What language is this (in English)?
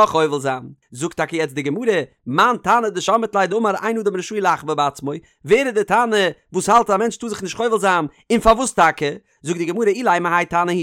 Yiddish